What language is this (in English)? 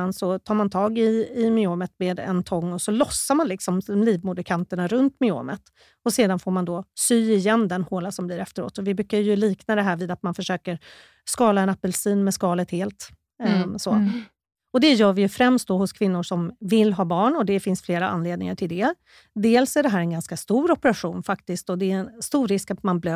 Swedish